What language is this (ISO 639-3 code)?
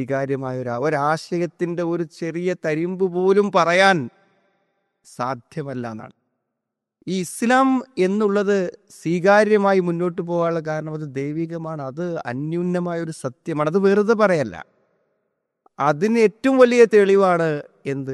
mal